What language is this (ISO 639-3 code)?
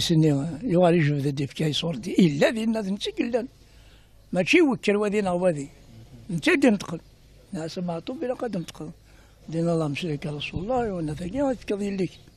kab